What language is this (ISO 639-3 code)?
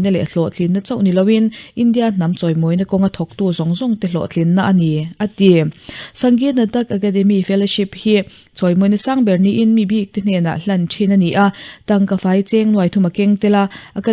lus